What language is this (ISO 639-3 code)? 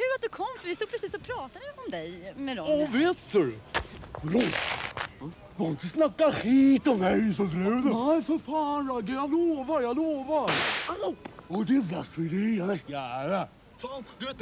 swe